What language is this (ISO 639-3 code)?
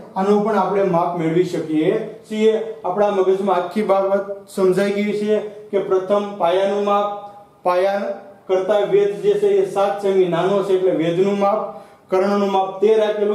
guj